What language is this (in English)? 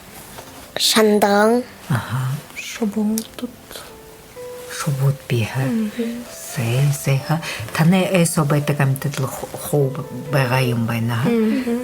Buriat